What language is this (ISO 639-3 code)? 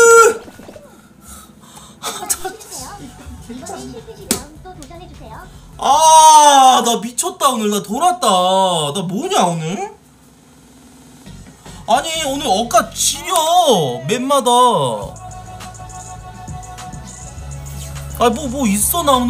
kor